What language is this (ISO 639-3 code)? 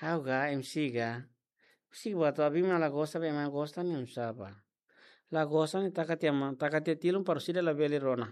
tet